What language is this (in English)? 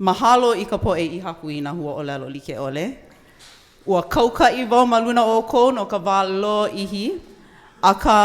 Hawaiian